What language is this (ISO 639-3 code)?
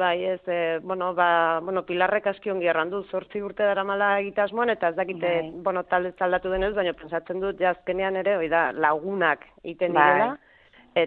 eus